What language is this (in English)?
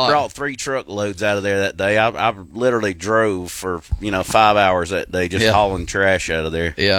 English